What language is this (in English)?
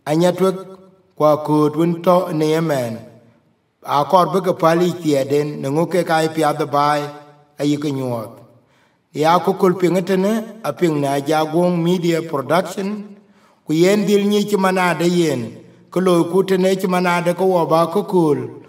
Dinka